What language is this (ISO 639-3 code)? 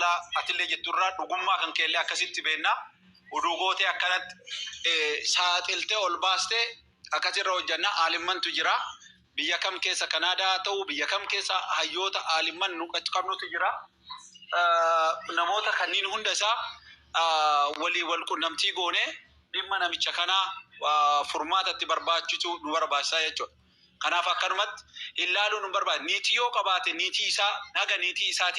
orm